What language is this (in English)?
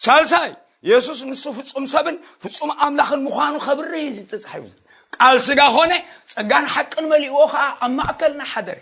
Tigrinya